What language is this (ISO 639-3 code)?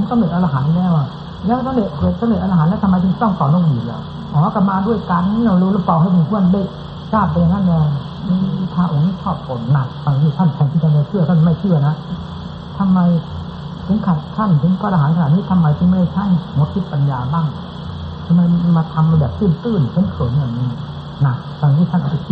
tha